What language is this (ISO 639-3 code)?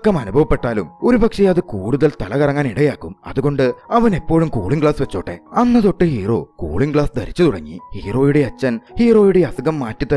mal